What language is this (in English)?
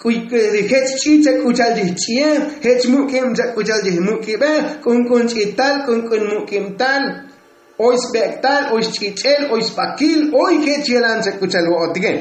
Tzotzil